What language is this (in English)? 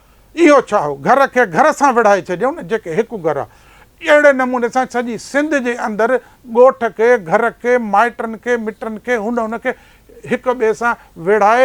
Sindhi